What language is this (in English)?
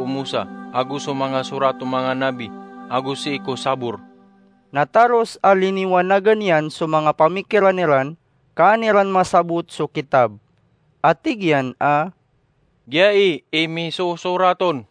Maranao